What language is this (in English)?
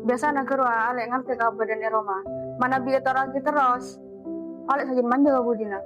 Madurese